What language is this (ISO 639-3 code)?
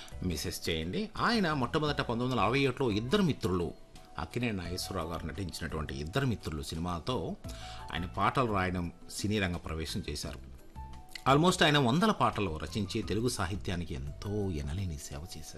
tel